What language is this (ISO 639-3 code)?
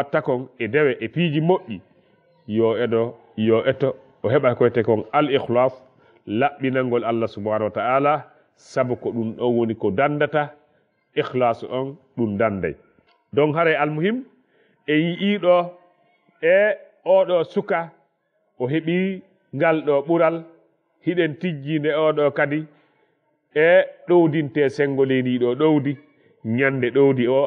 ful